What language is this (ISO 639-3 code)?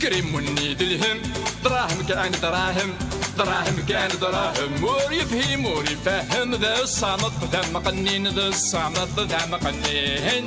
kab